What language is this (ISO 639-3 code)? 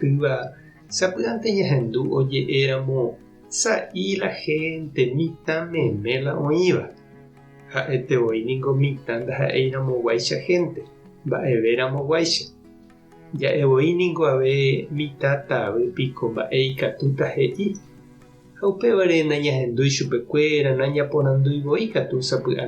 grn